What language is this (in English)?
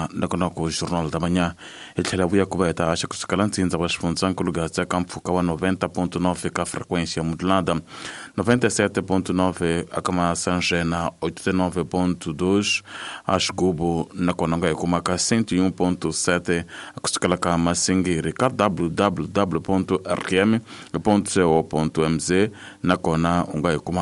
Tsonga